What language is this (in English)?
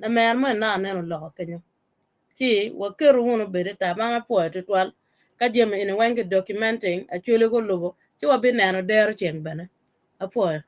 Acoli